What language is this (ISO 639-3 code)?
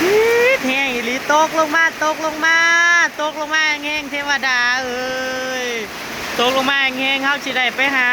tts